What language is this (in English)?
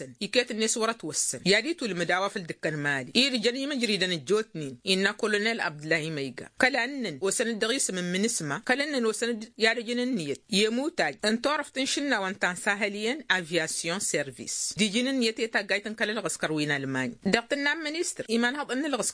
Tamasheq